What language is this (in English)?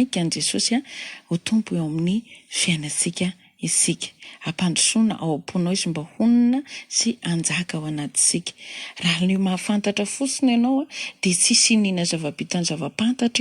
Malagasy